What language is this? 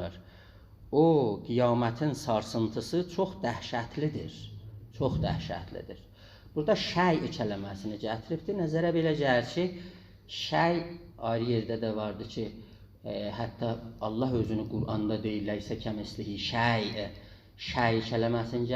South Azerbaijani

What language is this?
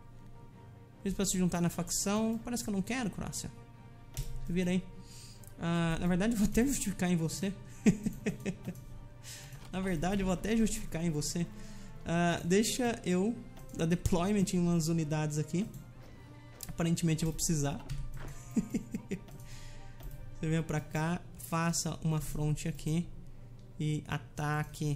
Portuguese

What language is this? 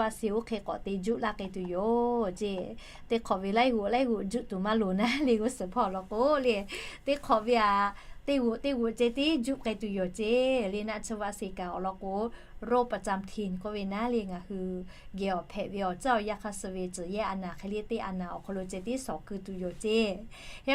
Lahu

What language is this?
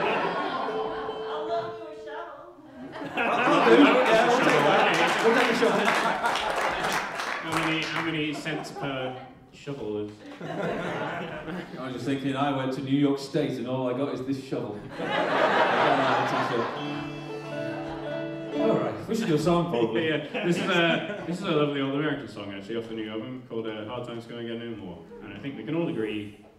English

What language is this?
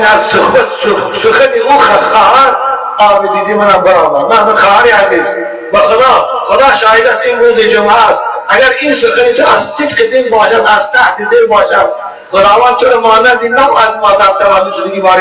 Tajik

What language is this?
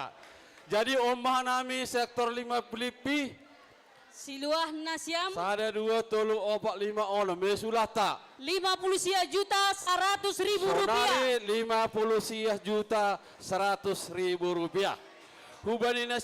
Batak Simalungun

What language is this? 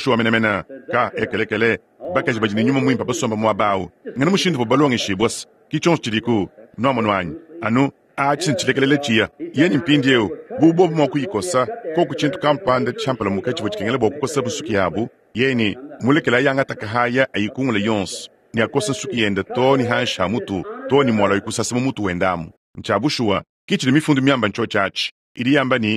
Luba-Lulua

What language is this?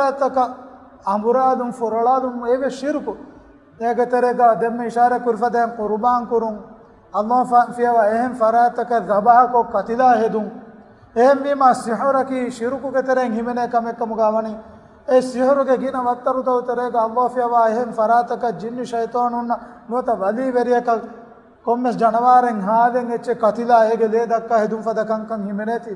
Divehi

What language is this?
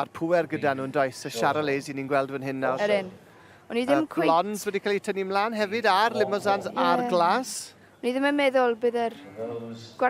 Welsh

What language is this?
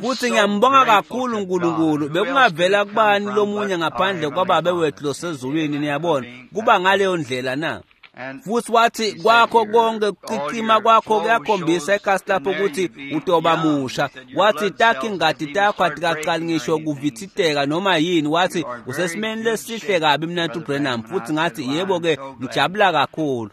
Swati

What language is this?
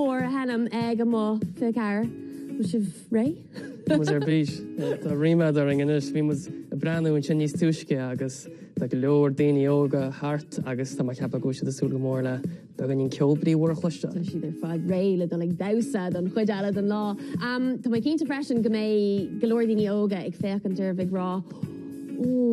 Irish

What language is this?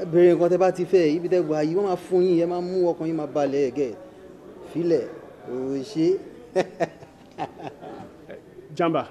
Yoruba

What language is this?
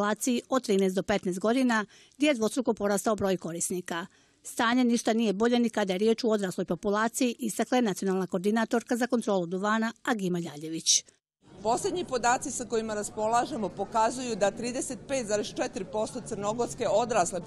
Croatian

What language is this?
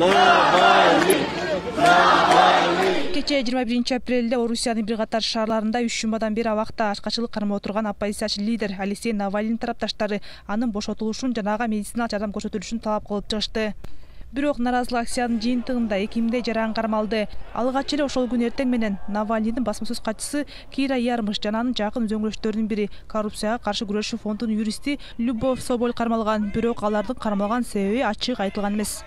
Kyrgyz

